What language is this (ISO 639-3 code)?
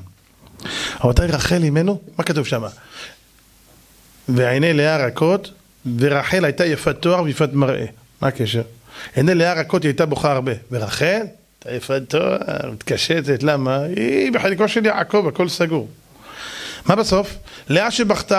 heb